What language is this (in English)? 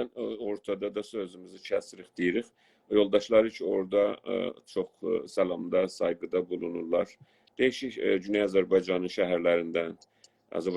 South Azerbaijani